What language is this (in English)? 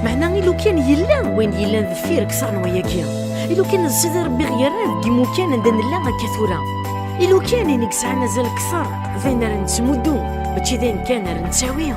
Kabyle